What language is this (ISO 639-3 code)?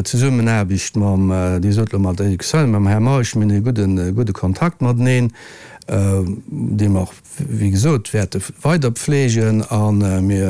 ltz